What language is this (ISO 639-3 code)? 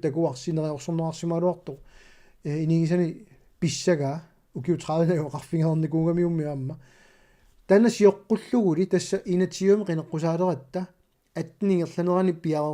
kal